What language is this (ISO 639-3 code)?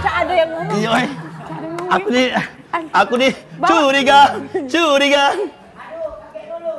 mui